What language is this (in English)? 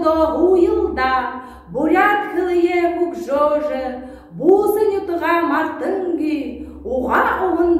Buriat